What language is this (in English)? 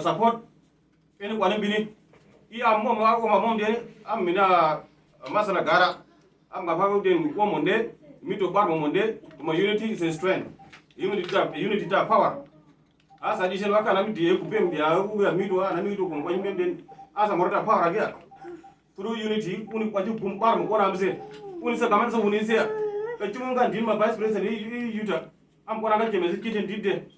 Uduk